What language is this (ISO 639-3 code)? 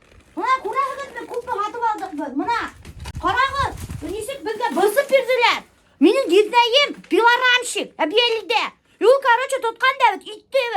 bak